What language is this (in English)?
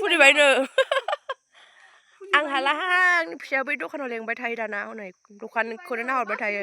Bodo